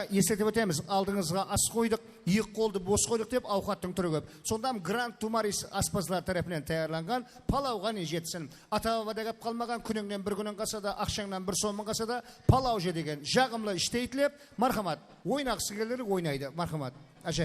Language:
Kara-Kalpak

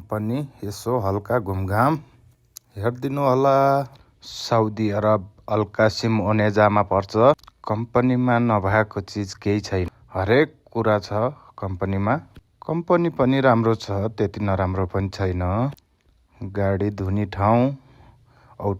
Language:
Nepali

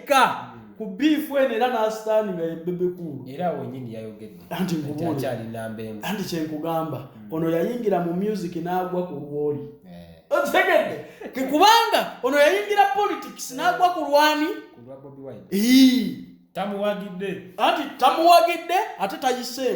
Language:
Ganda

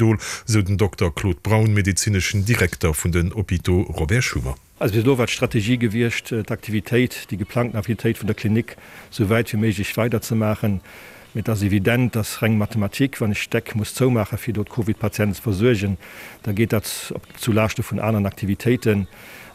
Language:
Luxembourgish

